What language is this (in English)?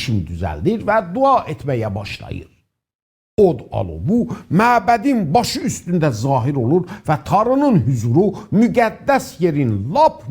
South Azerbaijani